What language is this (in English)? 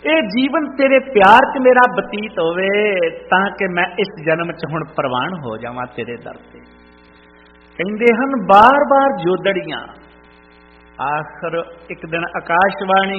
Punjabi